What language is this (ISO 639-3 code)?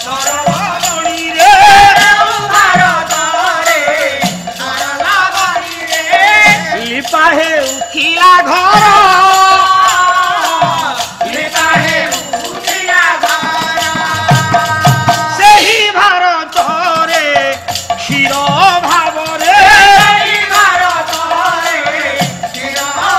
ori